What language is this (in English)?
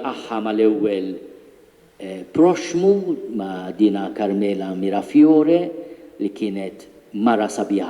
Maltese